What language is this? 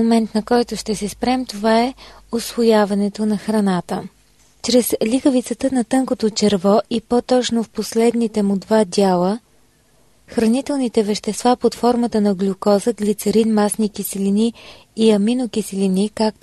Bulgarian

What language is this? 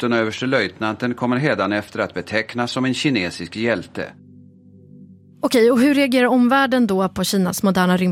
Swedish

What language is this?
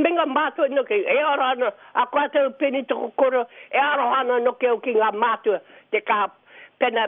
Māori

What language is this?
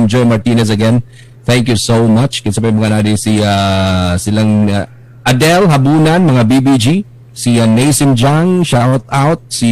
Cebuano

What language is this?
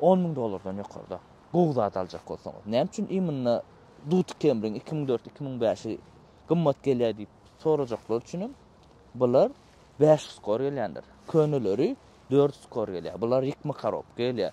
Turkmen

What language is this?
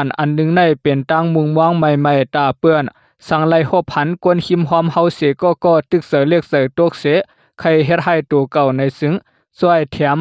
Shan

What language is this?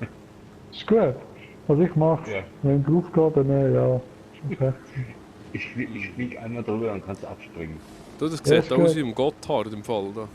Swiss German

